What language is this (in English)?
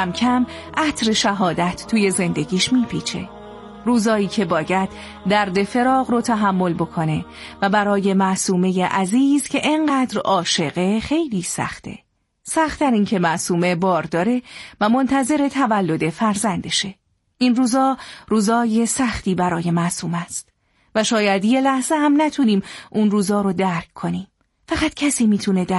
Persian